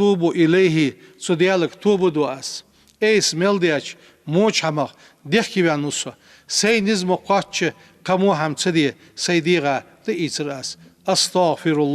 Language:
Ingush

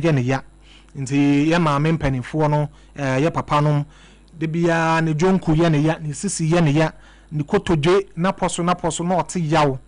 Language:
Akan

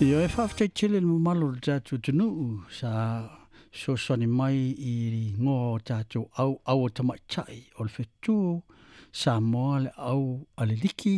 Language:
Samoan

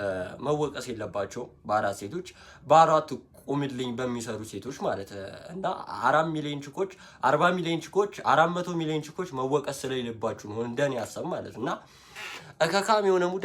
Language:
Amharic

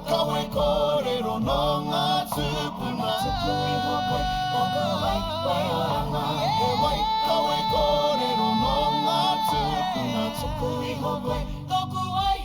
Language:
Māori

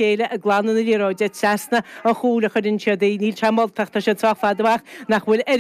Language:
Irish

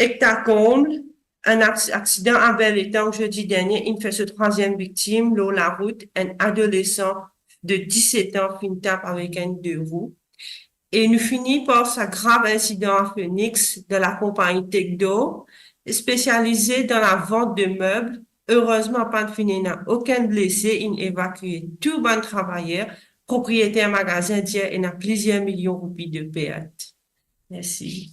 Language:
Morisyen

